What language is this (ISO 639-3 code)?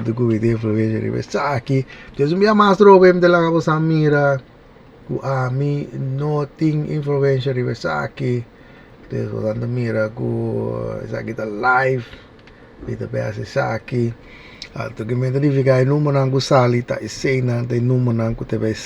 pap